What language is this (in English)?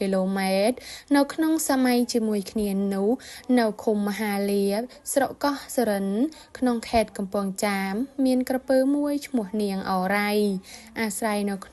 Khmer